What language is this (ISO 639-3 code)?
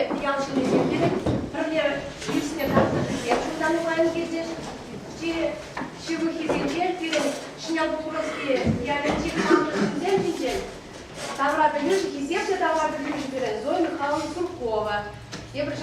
chv